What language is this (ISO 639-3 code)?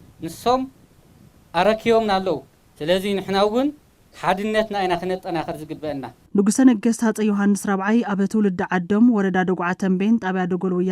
tir